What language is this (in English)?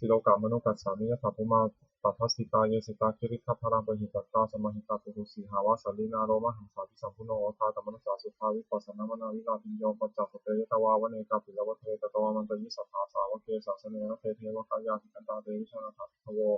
Pali